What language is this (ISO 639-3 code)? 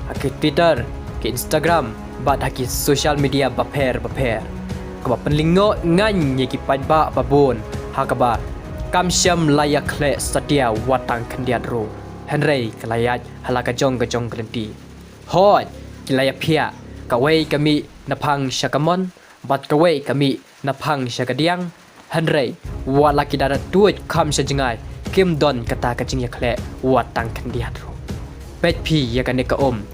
kha